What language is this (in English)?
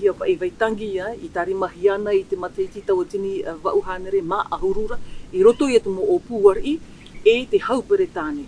Tahitian